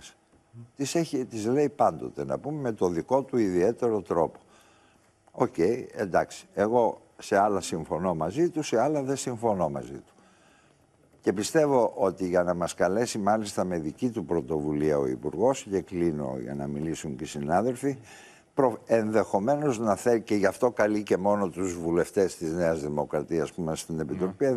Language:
Greek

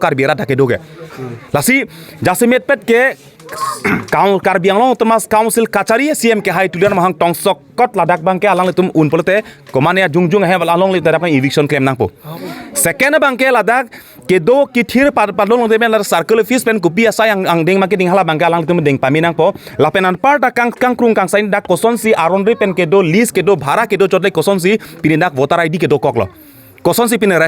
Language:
Karbi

